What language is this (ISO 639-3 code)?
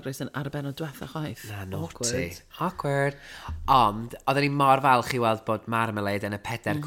cym